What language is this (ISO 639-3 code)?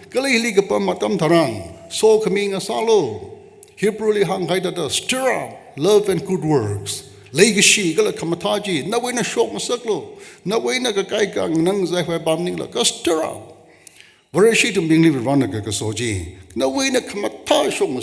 nmf